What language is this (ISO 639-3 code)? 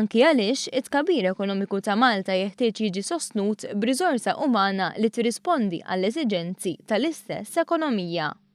mlt